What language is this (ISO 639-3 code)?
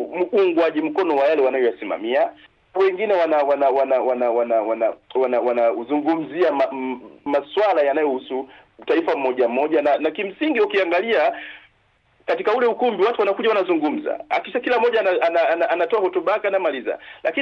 swa